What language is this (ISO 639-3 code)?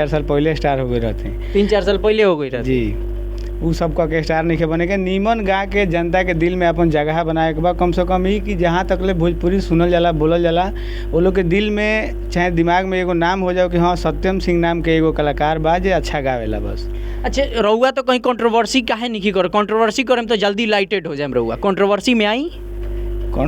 bho